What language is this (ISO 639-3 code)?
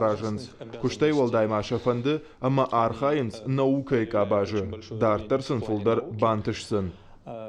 oss